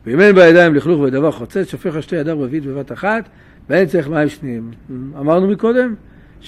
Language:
Hebrew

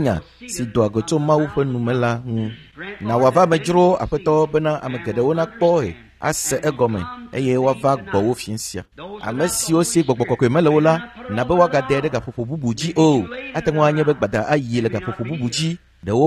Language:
Ewe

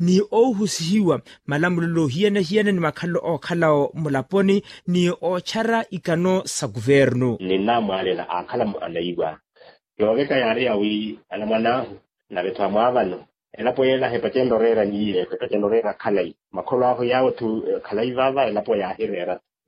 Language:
Makhuwa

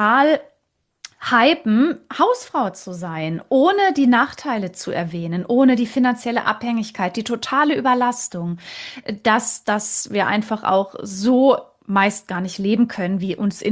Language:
German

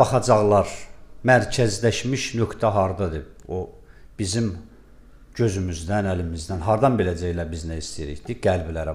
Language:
Azerbaijani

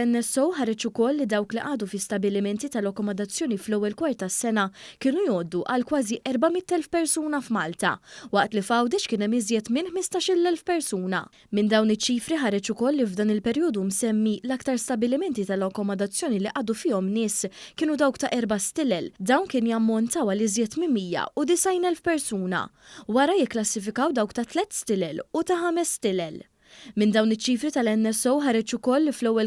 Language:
Maltese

